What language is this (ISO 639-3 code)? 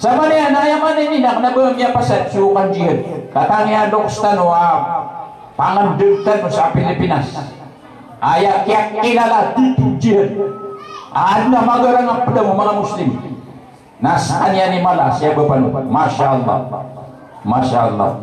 mrw